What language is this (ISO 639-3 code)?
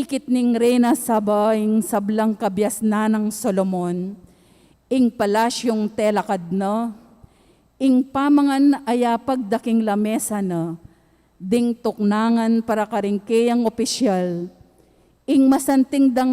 pam